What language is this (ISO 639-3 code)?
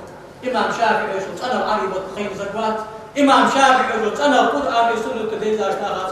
inh